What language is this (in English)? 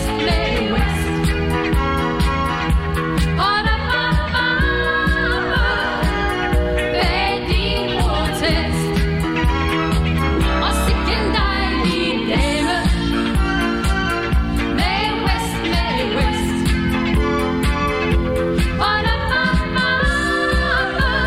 Danish